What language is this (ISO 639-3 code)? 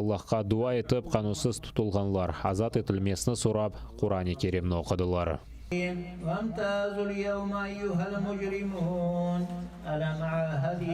crh